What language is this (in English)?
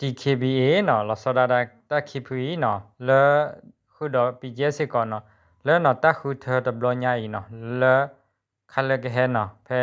S'gaw Karen